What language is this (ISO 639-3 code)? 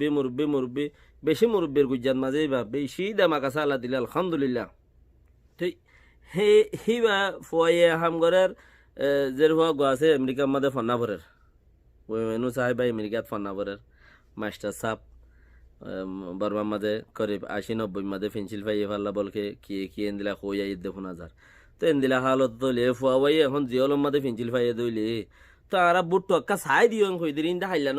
rhg